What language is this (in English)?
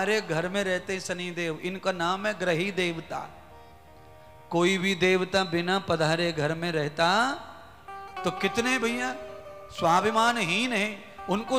Hindi